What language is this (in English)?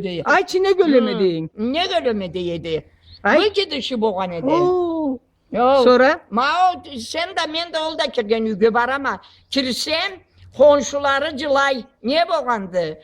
Karachay-Balkar